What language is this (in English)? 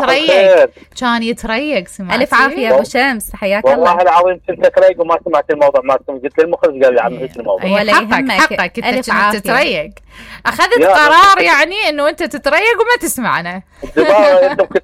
Mesopotamian Arabic